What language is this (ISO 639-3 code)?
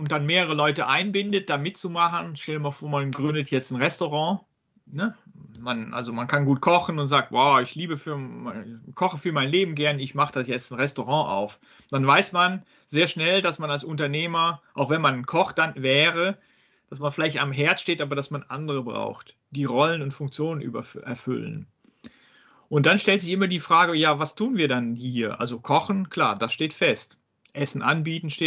deu